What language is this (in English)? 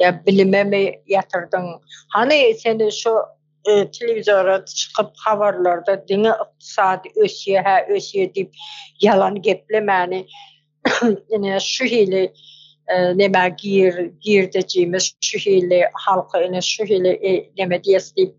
Turkmen